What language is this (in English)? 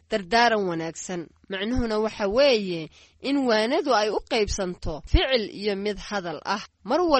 Somali